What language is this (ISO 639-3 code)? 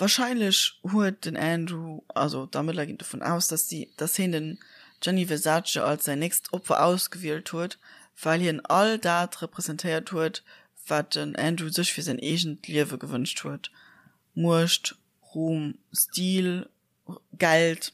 ltz